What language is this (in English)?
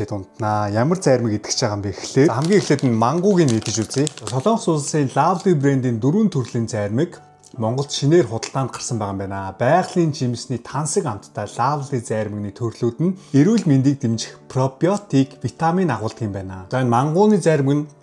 Mongolian